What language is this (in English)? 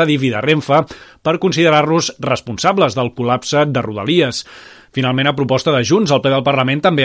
Catalan